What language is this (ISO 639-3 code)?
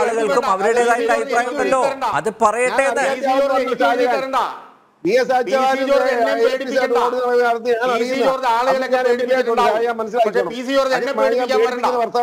mal